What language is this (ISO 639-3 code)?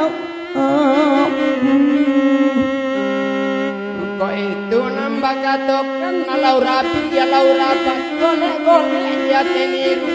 min